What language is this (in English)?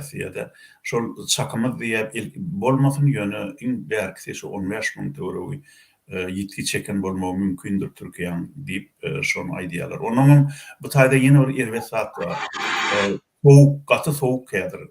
Turkmen